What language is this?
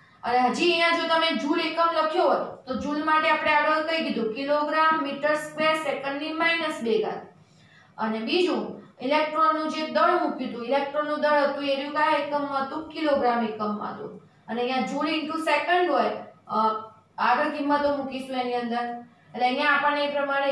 Gujarati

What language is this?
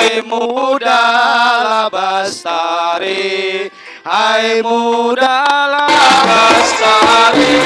Banjar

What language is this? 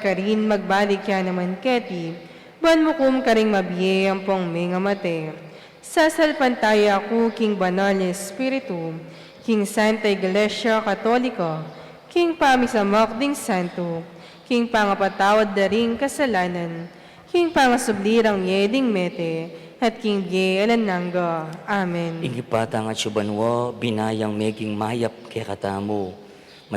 Pampanga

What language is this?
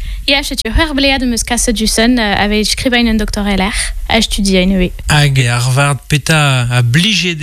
Breton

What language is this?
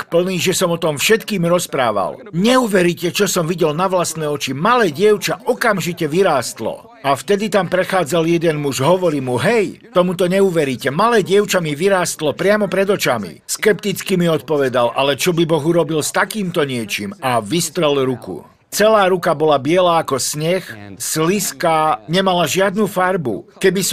Slovak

